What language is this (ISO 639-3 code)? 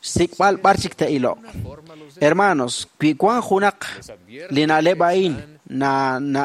kek